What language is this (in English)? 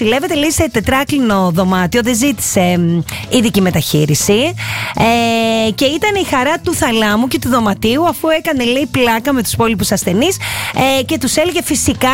Greek